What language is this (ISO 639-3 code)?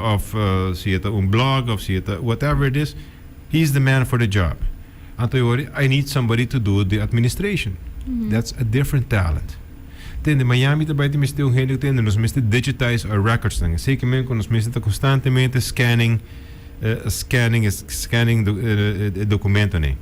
pap